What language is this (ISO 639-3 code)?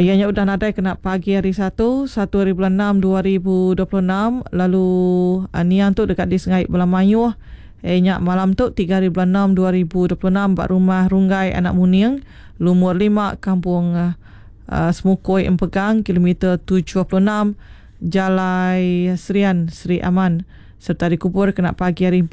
iba